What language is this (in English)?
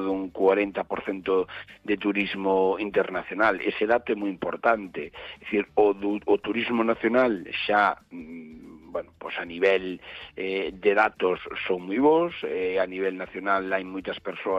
Galician